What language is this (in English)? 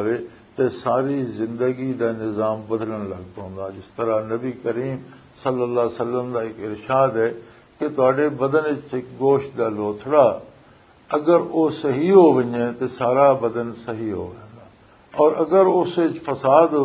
Western Panjabi